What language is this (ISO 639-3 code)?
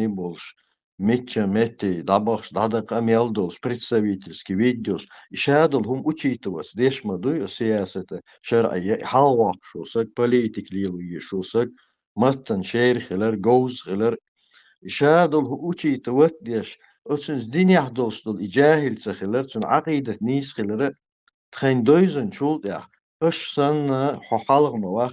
che